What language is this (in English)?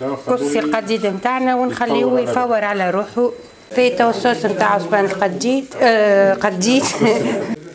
Tunisian Arabic